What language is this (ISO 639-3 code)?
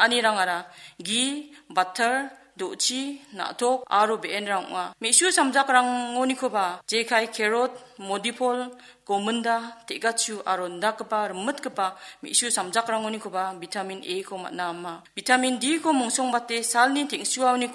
grt